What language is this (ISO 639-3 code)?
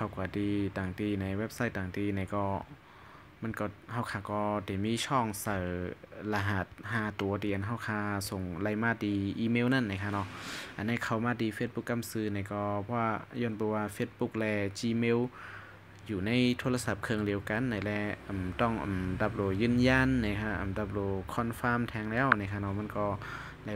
shn